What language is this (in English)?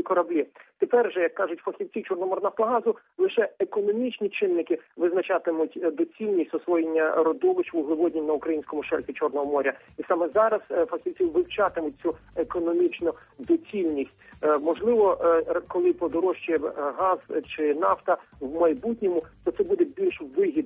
Ukrainian